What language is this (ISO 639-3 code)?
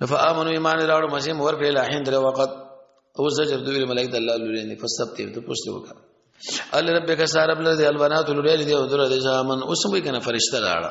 pus